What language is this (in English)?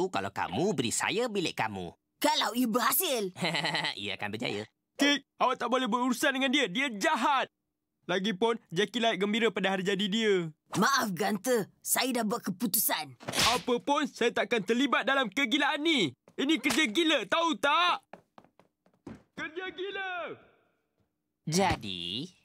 Malay